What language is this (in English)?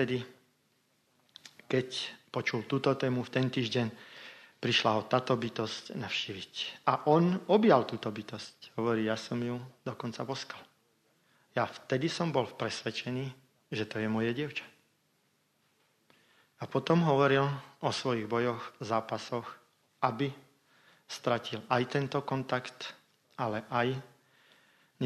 Slovak